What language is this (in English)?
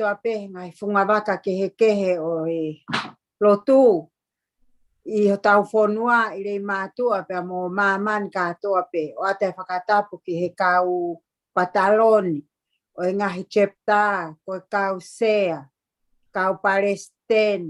Tongan